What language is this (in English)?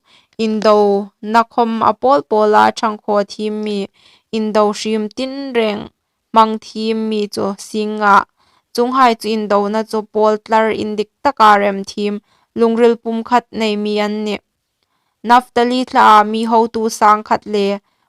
Hmar